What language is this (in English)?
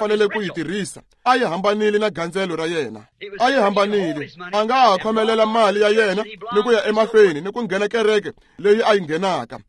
Tsonga